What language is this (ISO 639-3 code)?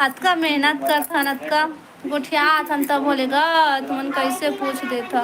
hne